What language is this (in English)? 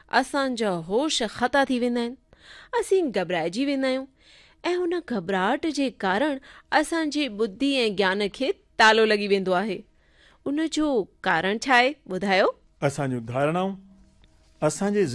Sindhi